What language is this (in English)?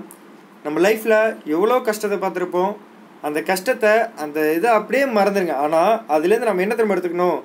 Tamil